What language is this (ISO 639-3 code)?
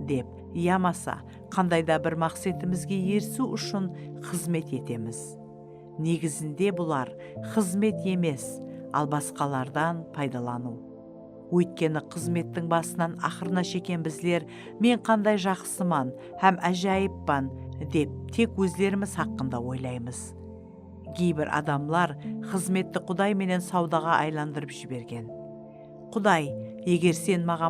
kaa